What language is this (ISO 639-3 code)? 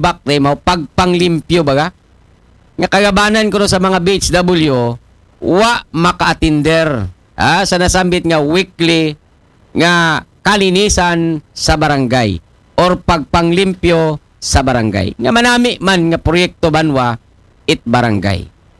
akl